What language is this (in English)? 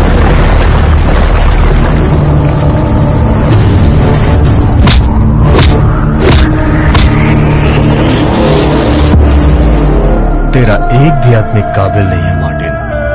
Hindi